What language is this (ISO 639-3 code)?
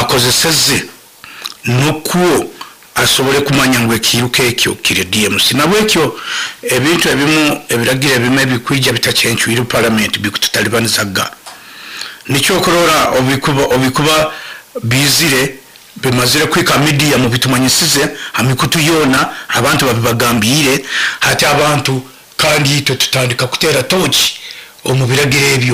nyn